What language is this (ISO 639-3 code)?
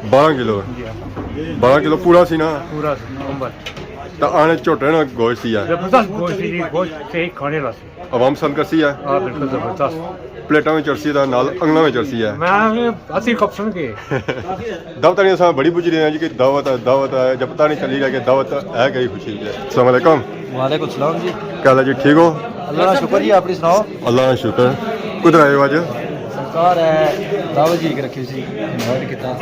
phr